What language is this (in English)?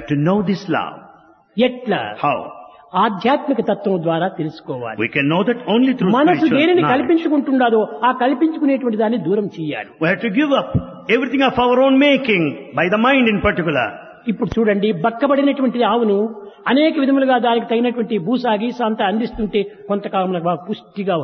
Telugu